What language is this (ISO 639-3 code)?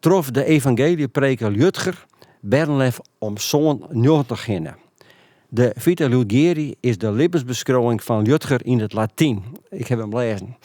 fry